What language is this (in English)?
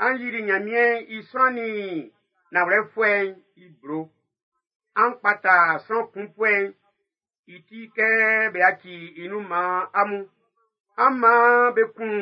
Baoulé